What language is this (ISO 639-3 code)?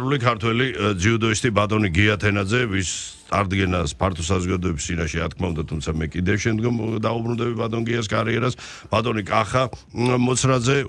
kat